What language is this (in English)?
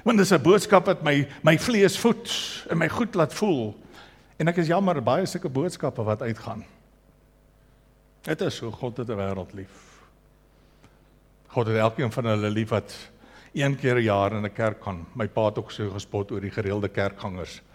Afrikaans